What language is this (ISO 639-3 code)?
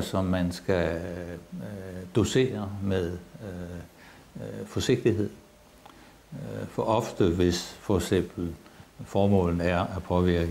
dan